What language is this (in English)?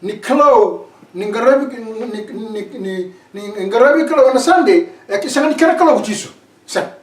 Fijian